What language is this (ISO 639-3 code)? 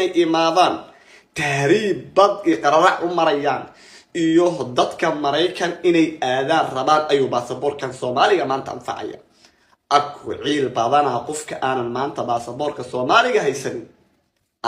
som